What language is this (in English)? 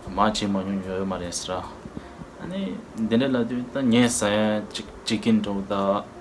Tibetan